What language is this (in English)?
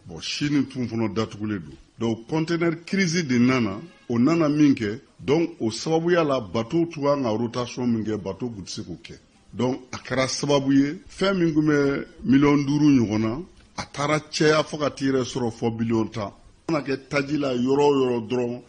Bambara